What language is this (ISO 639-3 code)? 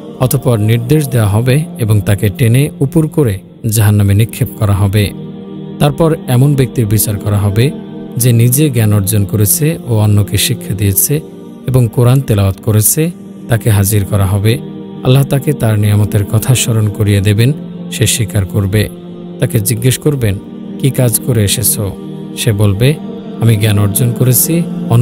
ben